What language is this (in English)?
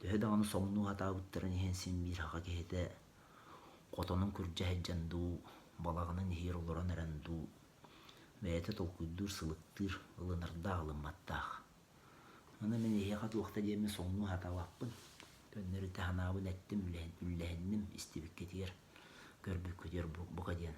Yakut